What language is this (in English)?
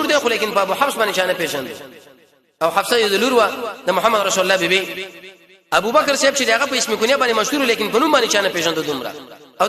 Pashto